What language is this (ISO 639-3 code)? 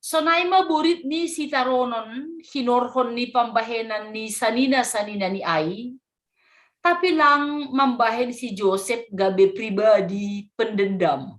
bts